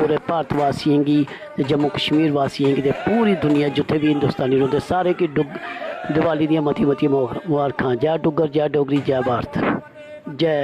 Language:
Dogri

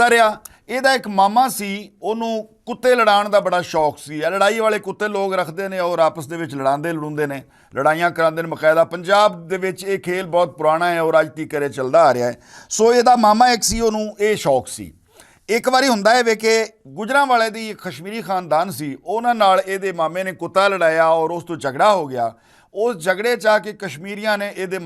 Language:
Western Panjabi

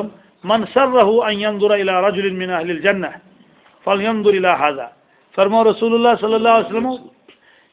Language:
Kashmiri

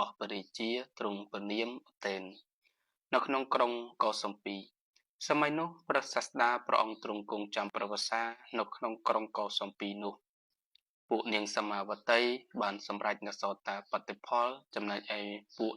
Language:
Khmer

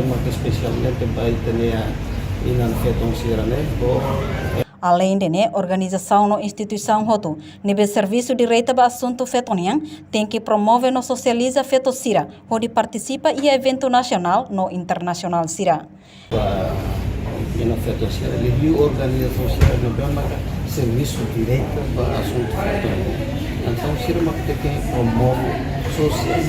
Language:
Tetum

